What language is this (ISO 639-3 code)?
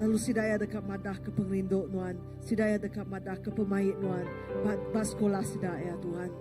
iba